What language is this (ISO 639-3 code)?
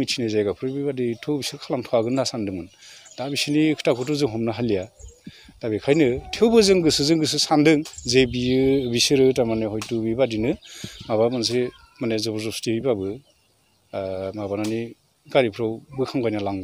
brx